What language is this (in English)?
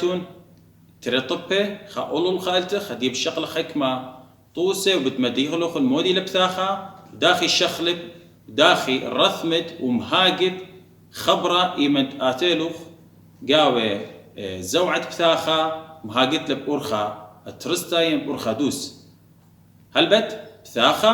Assyrian Neo-Aramaic